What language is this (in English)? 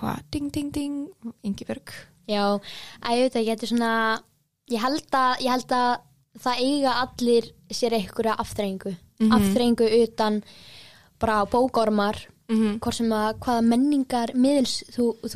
Icelandic